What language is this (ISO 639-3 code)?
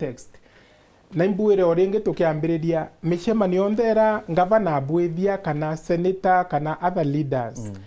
mer